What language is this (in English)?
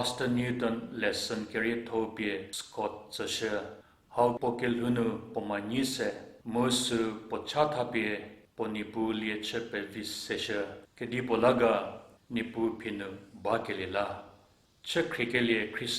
Angami Naga